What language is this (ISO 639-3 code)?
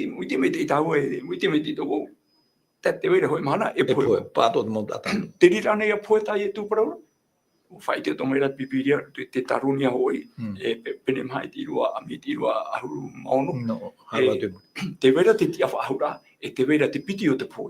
tah